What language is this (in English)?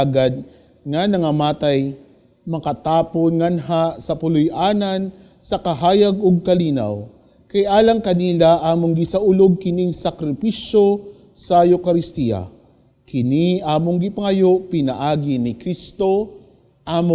Cebuano